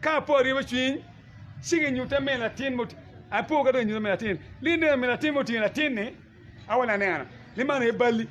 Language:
Acoli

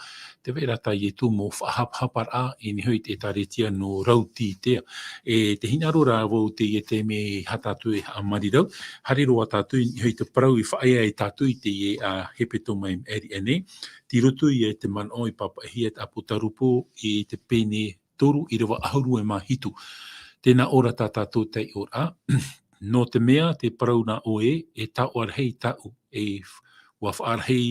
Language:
Tahitian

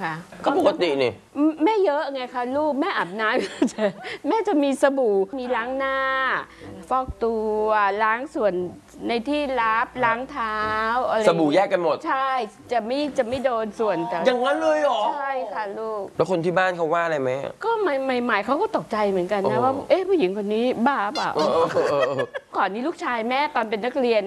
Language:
Thai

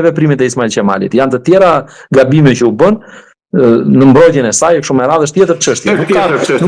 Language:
Albanian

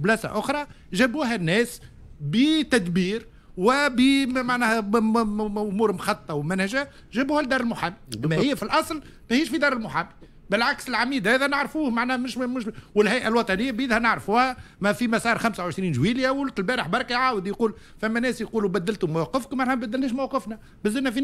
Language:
Tunisian Arabic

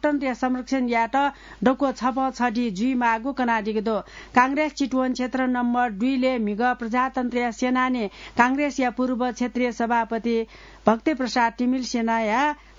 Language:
Newari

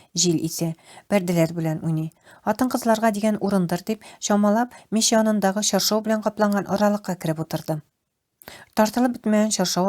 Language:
Tatar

